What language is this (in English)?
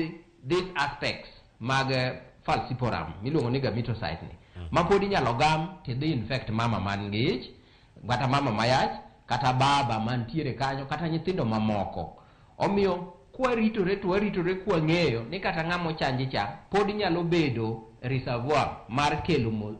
Luo (Kenya and Tanzania)